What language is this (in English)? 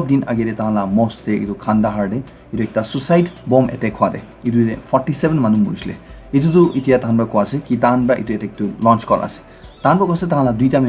Naga Pidgin